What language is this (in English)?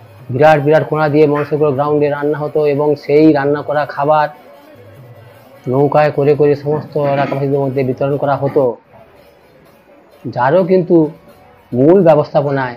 Bangla